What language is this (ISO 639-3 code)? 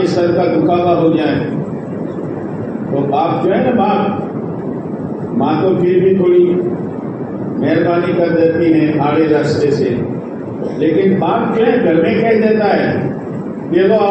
urd